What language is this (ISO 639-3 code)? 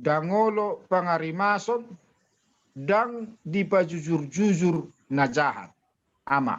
bbc